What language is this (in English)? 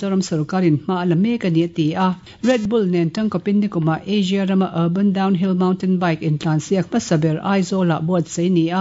Mizo